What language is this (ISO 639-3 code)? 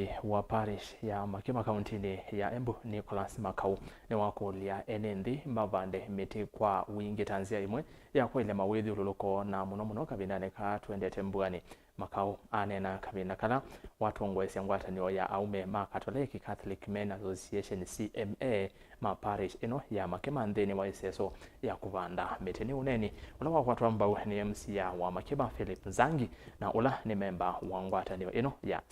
kam